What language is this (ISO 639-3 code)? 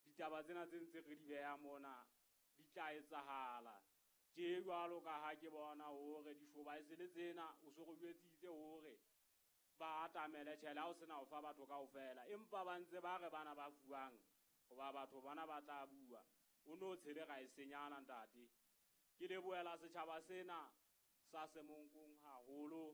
sot